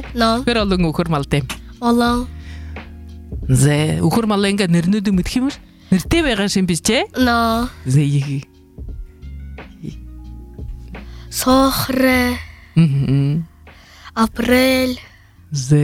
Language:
Buriat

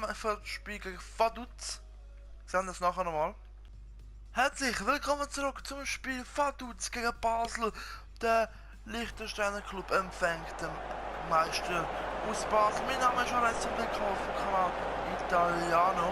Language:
Swiss German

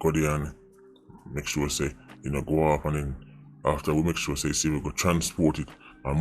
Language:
Jamaican Creole English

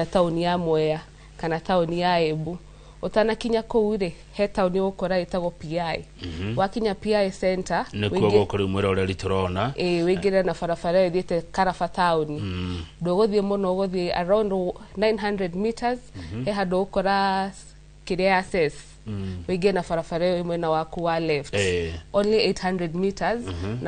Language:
Kikuyu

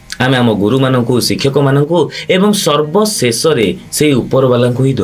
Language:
Odia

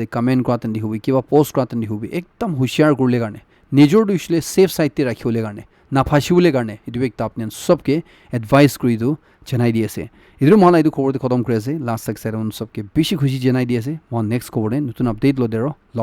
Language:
Naga Pidgin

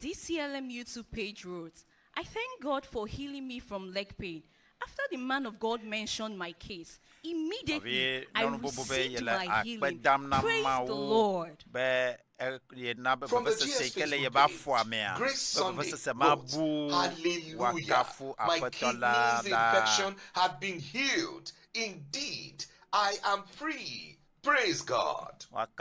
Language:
Ewe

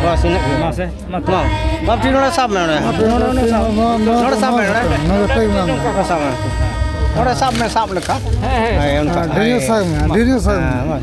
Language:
Santali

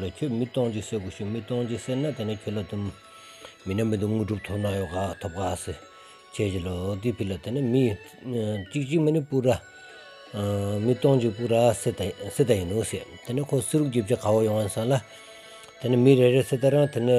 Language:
Stod Bhoti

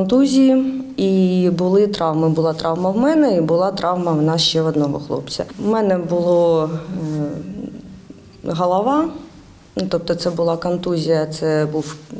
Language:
Ukrainian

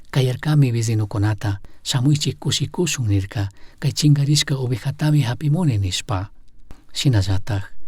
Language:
Chimborazo Highland Quichua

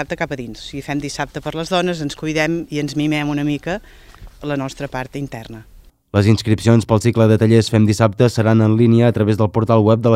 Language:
Catalan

